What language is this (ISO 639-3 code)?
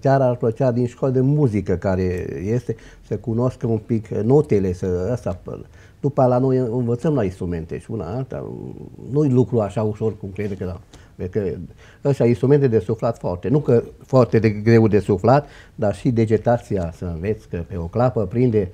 ron